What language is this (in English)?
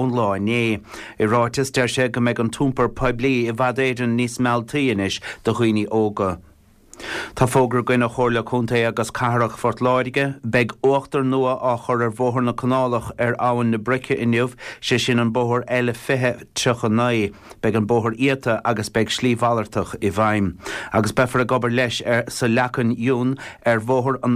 Irish